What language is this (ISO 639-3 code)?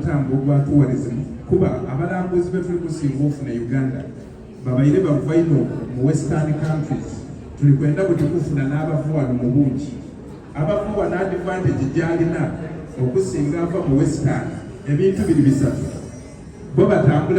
xog